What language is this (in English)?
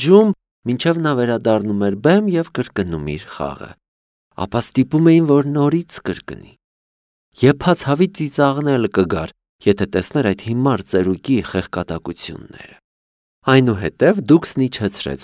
Armenian